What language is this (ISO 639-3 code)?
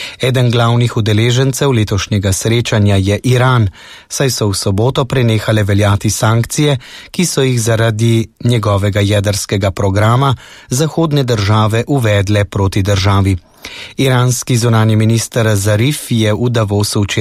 slv